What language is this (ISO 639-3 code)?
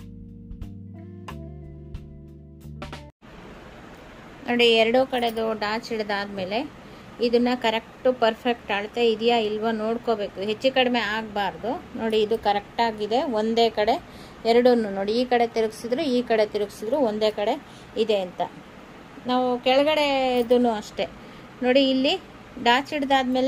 kan